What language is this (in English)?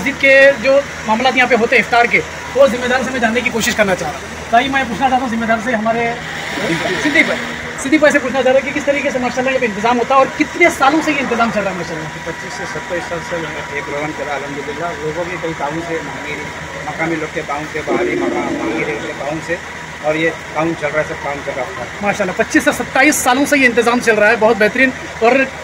Hindi